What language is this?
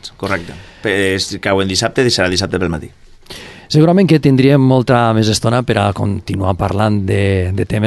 Catalan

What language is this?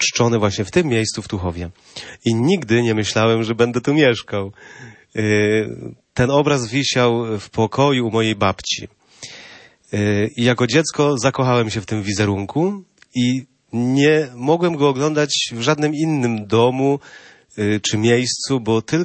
Polish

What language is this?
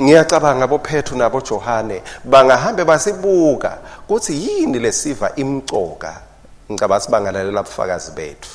Swati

